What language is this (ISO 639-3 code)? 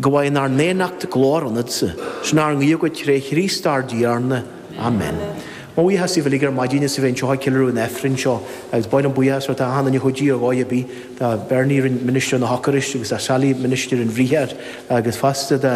gle